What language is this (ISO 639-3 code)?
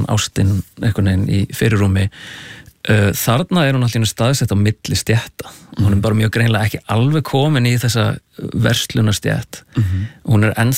isl